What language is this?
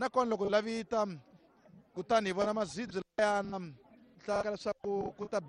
Tsonga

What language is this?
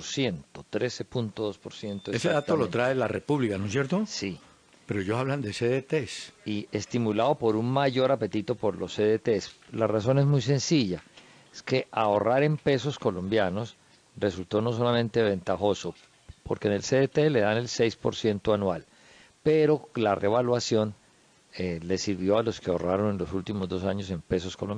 Spanish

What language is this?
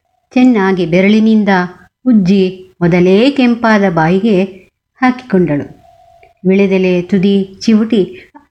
Kannada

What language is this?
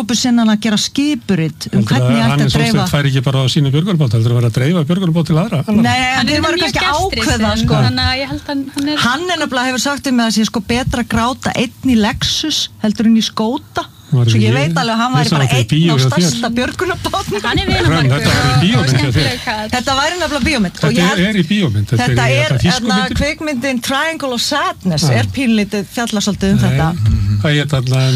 Icelandic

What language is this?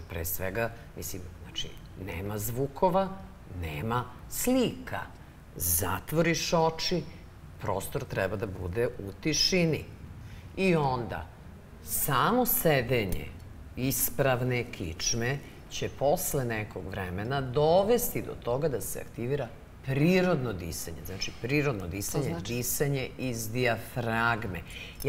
Serbian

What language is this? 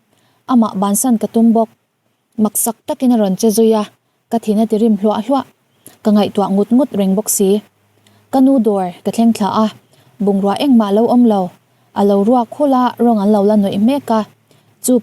Mizo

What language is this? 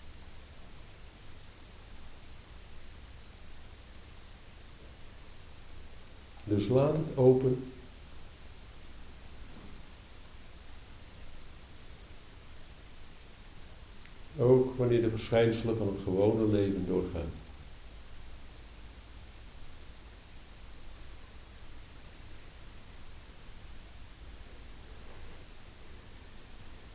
Dutch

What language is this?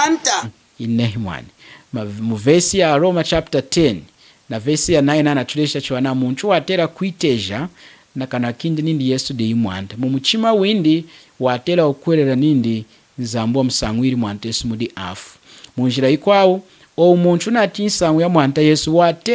Lunda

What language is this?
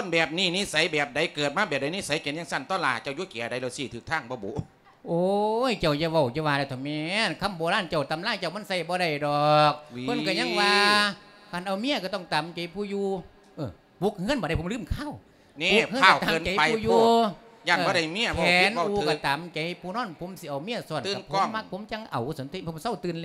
Lao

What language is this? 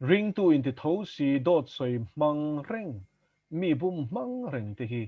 Mizo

